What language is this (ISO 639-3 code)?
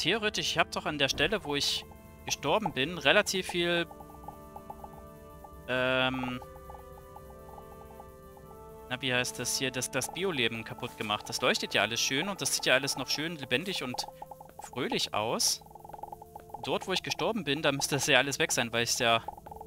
deu